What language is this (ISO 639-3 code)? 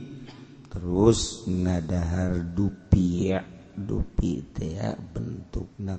sun